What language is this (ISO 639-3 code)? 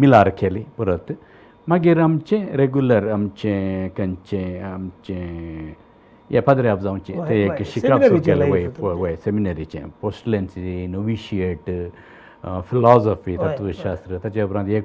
kok